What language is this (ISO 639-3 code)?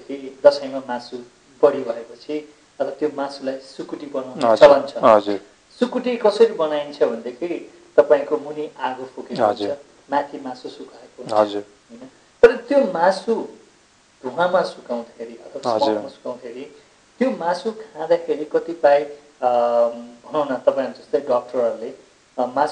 nep